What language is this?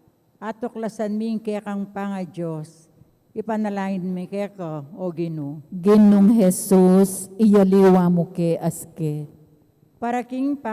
Pampanga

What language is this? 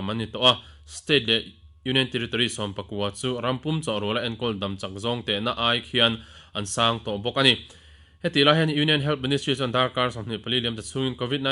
Mizo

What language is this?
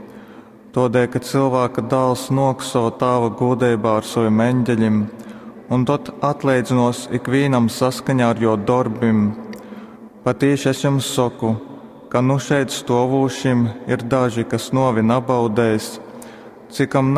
Latgalian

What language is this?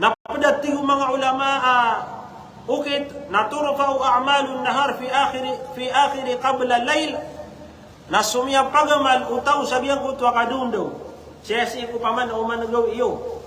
Maranao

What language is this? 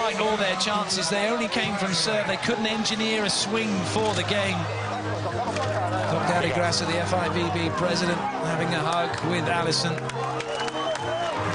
English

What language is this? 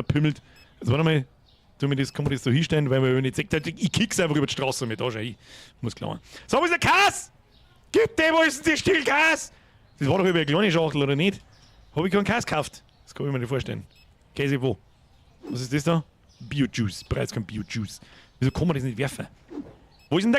Bavarian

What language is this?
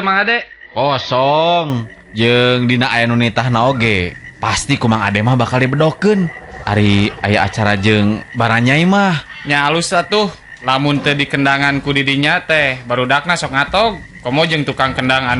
Sundanese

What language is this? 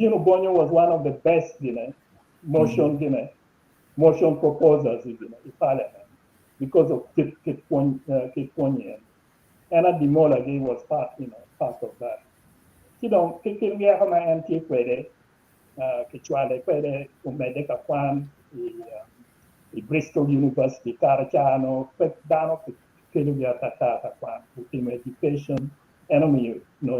Acoli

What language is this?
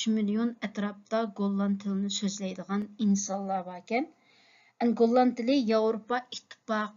Uyghur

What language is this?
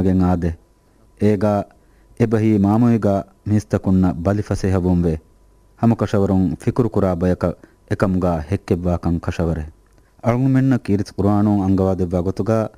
Divehi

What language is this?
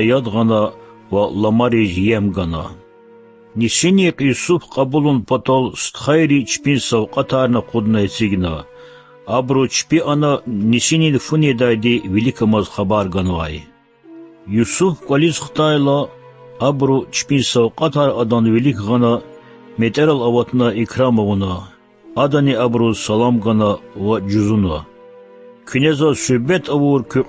Lezghian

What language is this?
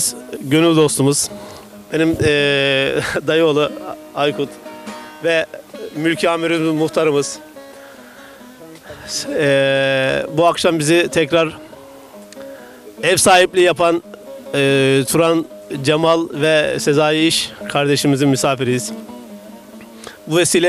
Turkish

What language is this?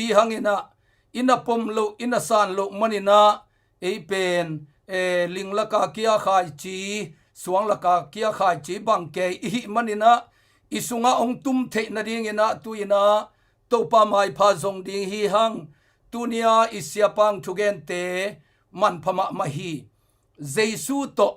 Tedim Chin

